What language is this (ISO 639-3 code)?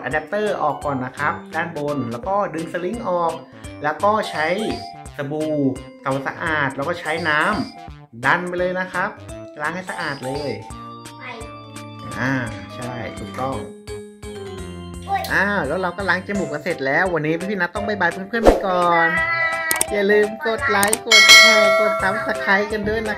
tha